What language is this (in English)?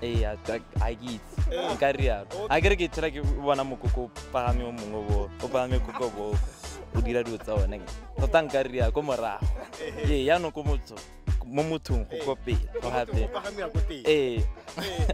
Tswana